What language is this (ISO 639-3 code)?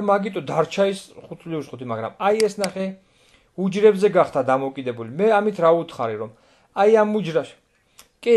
kat